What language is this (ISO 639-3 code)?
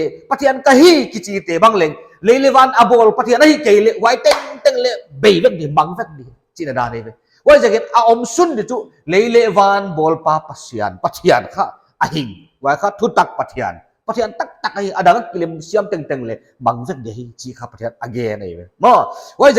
pck